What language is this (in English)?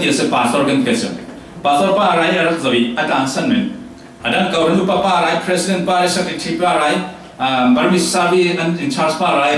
Falam Chin